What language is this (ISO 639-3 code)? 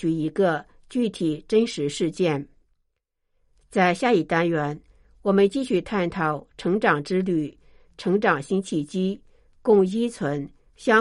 zho